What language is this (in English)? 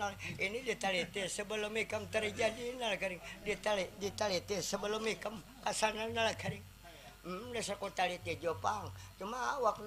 Banjar